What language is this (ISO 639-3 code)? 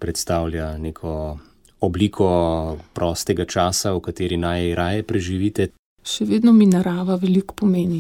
slv